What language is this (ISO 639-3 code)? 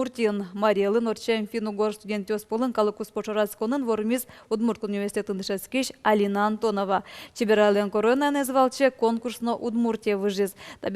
udm